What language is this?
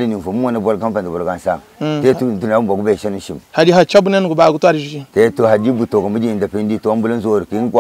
Luba-Lulua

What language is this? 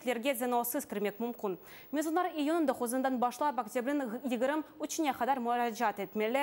Crimean Tatar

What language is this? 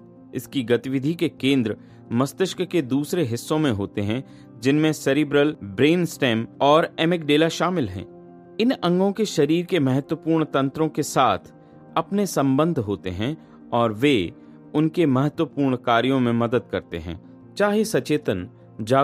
Hindi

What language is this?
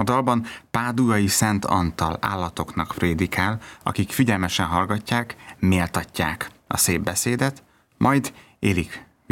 Hungarian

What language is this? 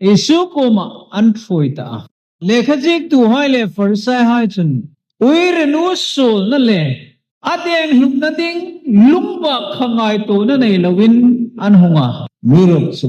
Hmar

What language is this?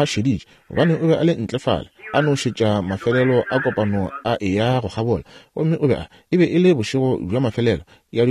Northern Sotho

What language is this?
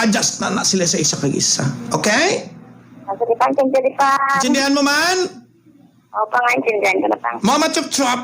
Hiligaynon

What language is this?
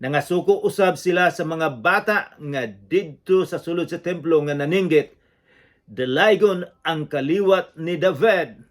Cebuano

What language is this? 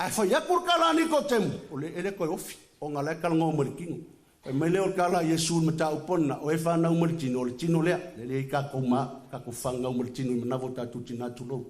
Samoan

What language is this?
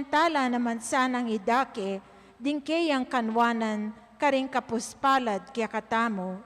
Pampanga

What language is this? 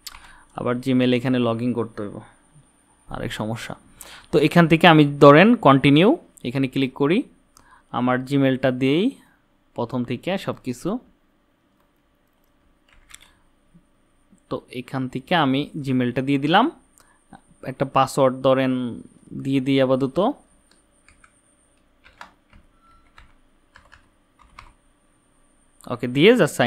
Bangla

